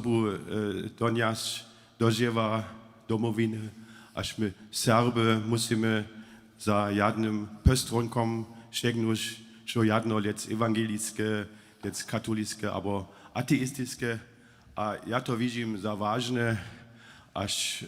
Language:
Upper Sorbian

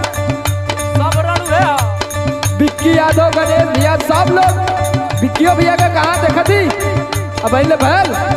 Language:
Bhojpuri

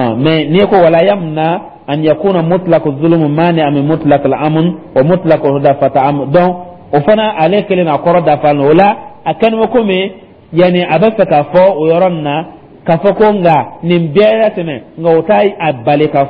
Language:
Dyula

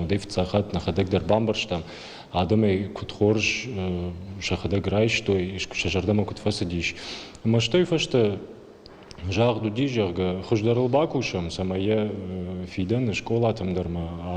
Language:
Ossetic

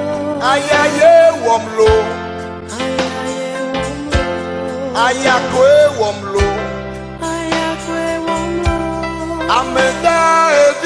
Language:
Ewe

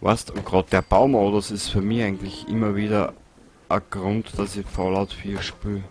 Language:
Bavarian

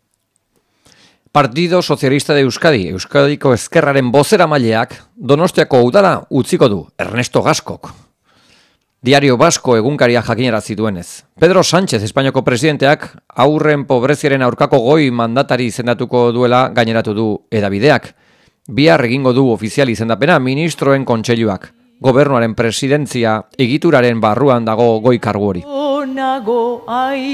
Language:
Basque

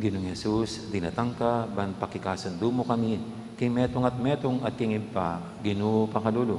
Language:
Pampanga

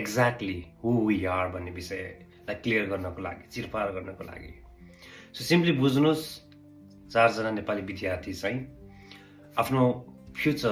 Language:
Nepali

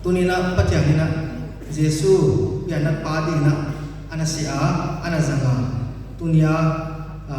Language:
Paite Chin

